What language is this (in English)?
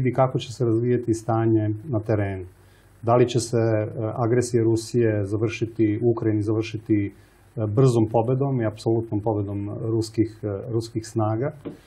Serbian